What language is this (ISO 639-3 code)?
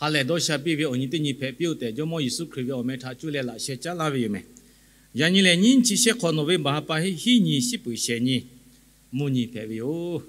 lhu